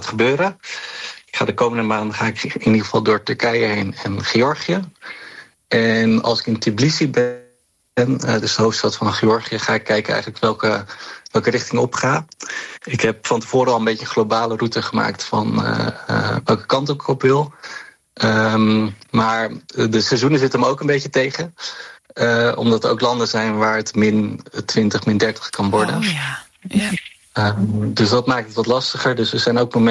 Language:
Dutch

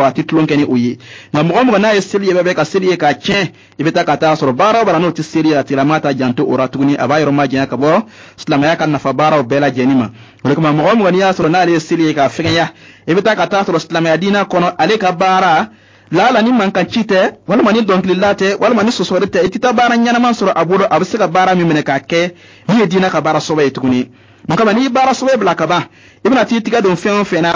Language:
Bambara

